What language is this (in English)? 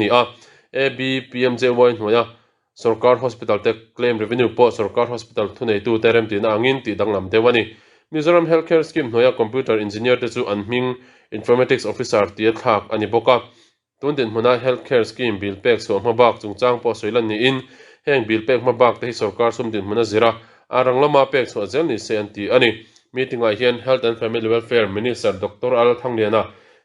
Mizo